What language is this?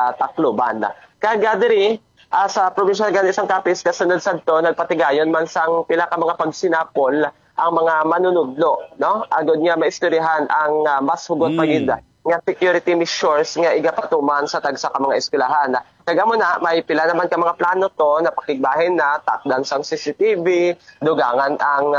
Hiligaynon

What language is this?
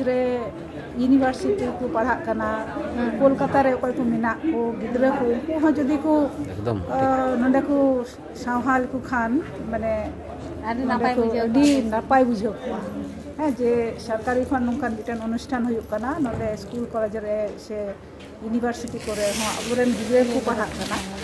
Santali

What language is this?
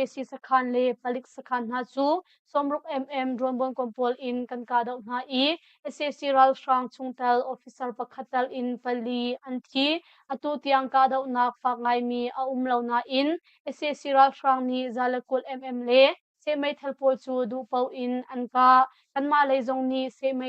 Hakha Chin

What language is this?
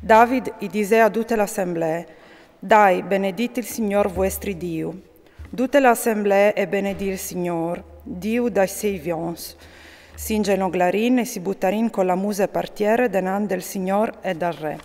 Friulian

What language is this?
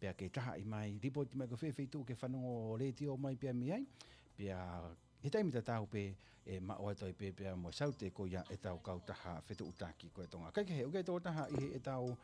Tongan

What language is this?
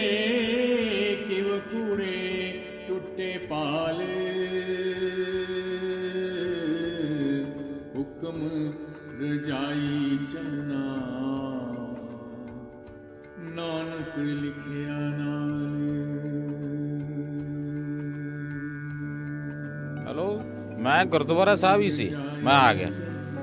Punjabi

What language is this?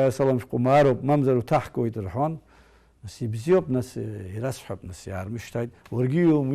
Abkhazian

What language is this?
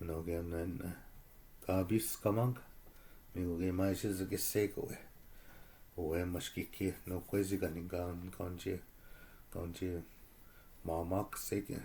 Chippewa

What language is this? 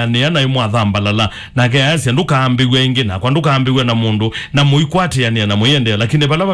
Kamba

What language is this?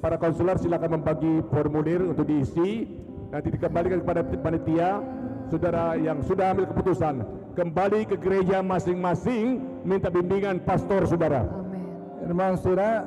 Tetum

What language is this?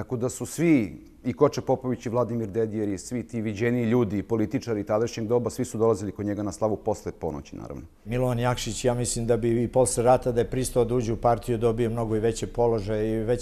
Serbian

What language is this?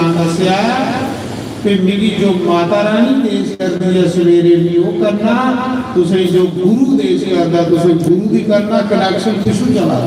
Dogri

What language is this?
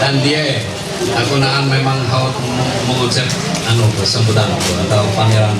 Ma'anyan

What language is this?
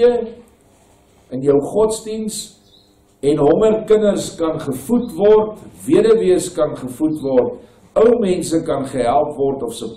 Afrikaans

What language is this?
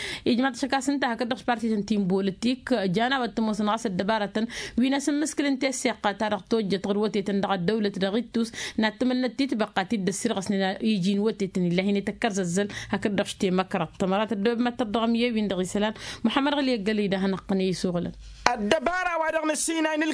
Tamasheq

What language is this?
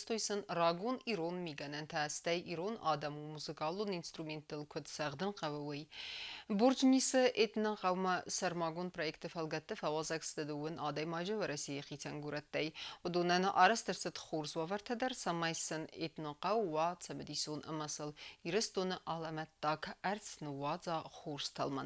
Ossetic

